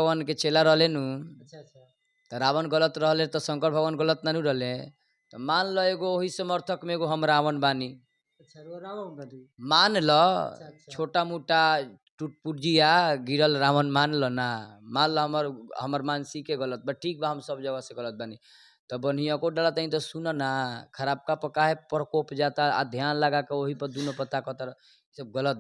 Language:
Bhojpuri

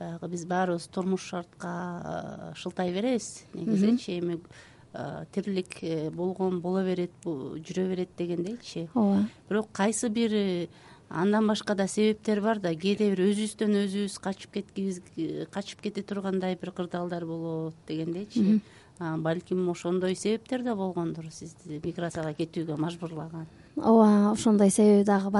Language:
Kyrgyz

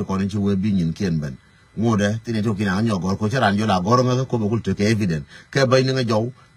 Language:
Nuer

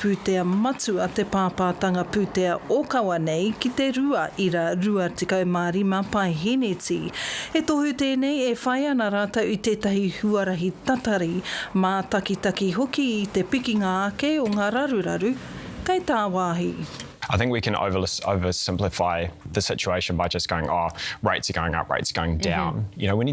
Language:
Māori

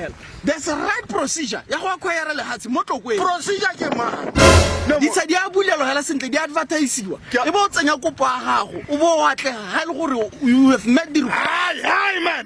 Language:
Tswana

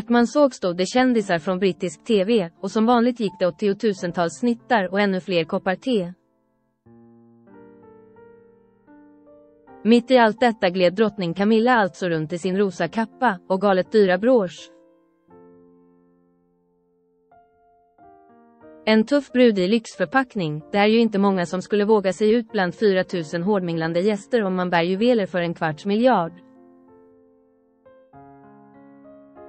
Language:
Swedish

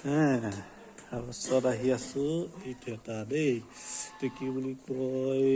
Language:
Assamese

